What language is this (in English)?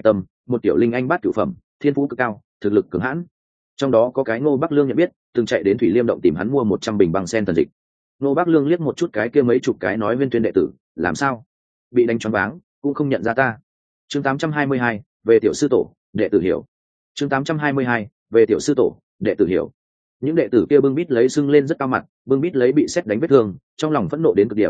Vietnamese